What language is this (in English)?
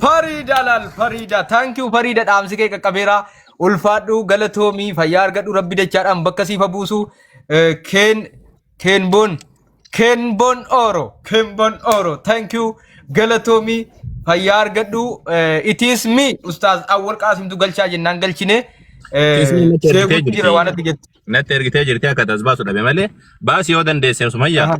Oromo